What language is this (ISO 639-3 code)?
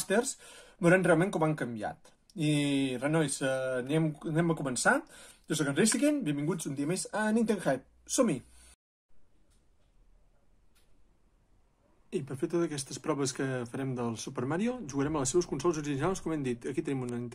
cat